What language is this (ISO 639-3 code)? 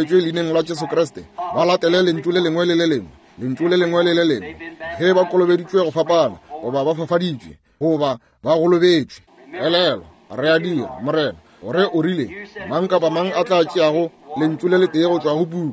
nso